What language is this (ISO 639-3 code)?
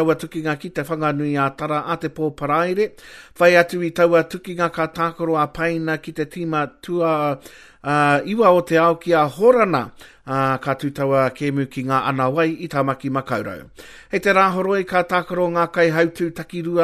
mri